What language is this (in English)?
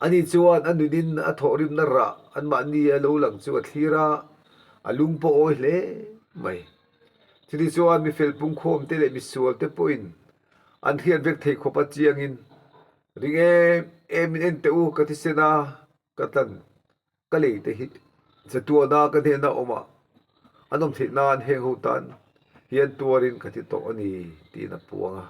Mizo